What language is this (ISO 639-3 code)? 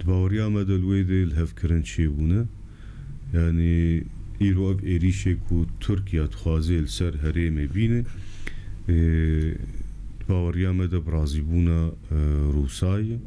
kur